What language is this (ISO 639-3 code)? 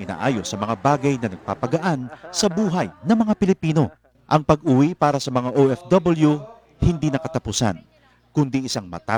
fil